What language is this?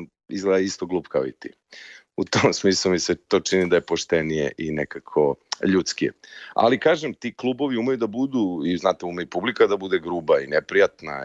Serbian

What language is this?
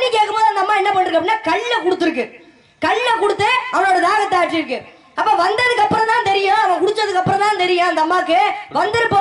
Tamil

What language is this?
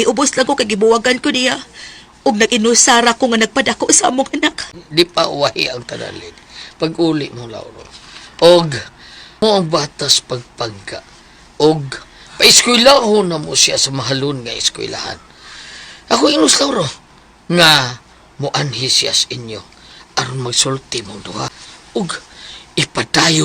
Cebuano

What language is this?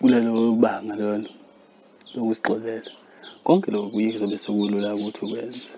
Zulu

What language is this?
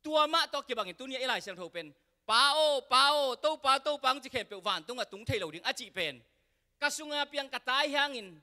Tedim Chin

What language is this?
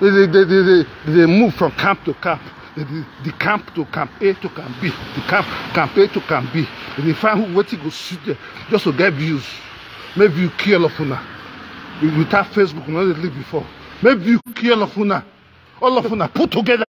Nigerian Pidgin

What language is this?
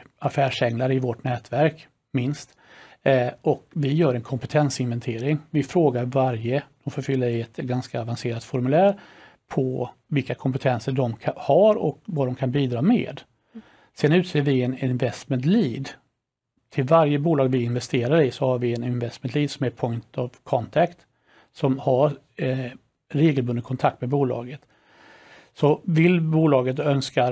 Swedish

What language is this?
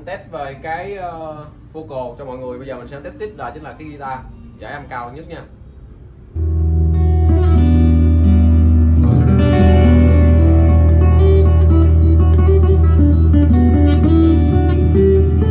Vietnamese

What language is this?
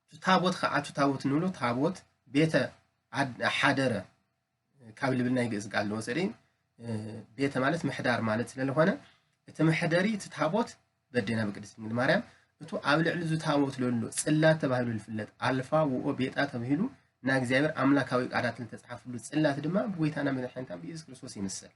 Tigrinya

